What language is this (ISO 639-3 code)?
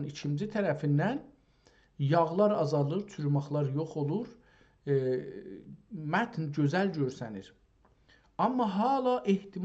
azb